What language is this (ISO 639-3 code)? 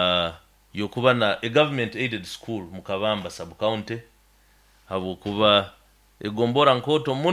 nyo